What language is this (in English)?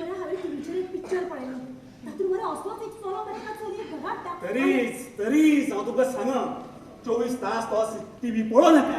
Konkani